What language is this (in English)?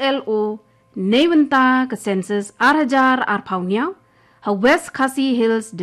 Garo